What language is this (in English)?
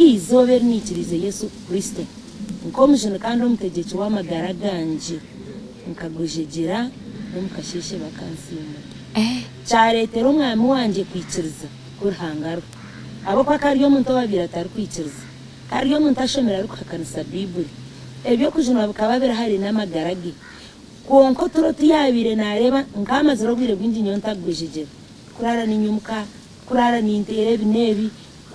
Nyankole